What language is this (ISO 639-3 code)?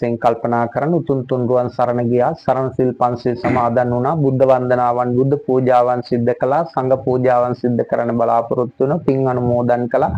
sin